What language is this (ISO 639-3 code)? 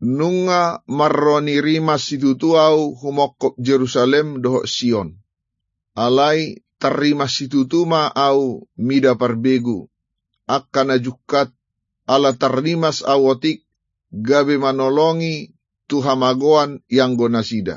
bbc